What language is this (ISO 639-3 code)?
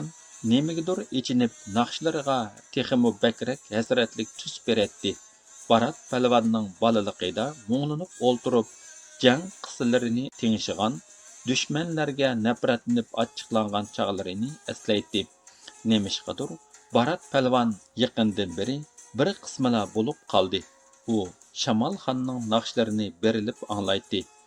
uig